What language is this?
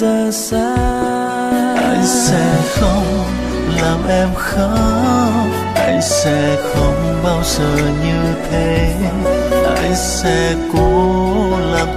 Vietnamese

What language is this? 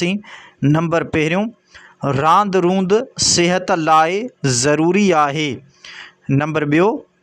Sindhi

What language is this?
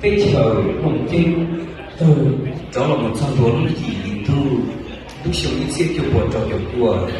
Hmong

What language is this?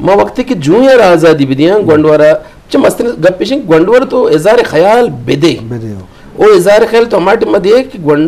Eastern Balochi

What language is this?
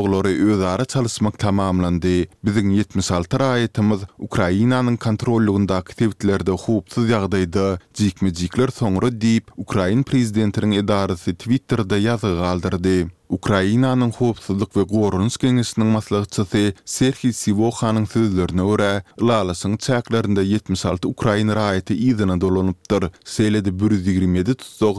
Turkmen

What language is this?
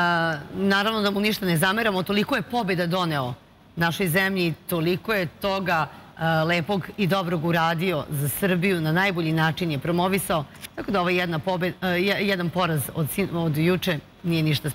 Serbian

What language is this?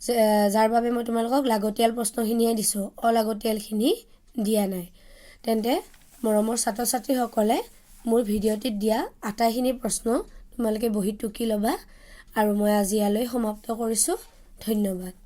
Assamese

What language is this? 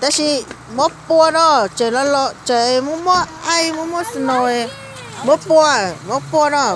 Hmong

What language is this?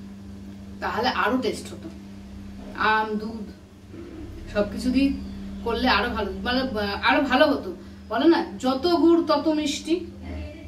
Bangla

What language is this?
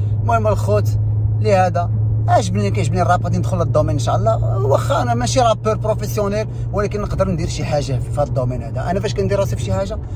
Moroccan Arabic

